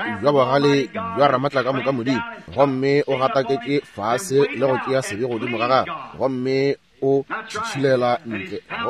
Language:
Northern Sotho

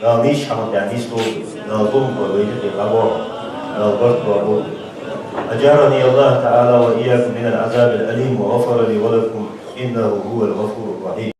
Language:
Ingush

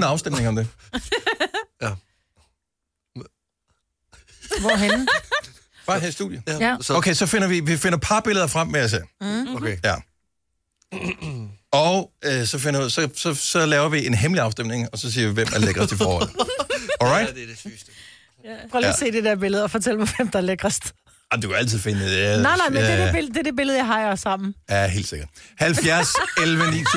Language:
Danish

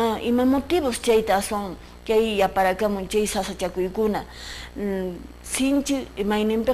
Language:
Quechua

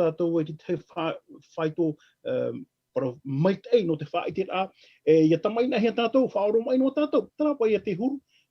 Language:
Tahitian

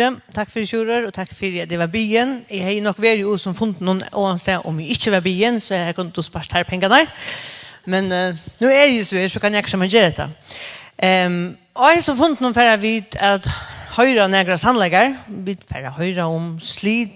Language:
Faroese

